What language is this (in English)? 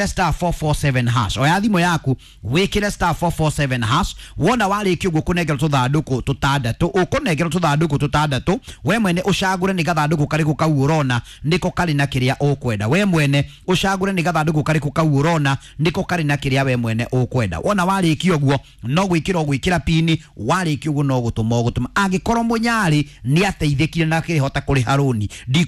Kikuyu